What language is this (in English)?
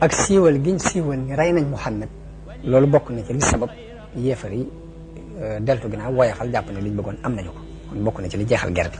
Wolof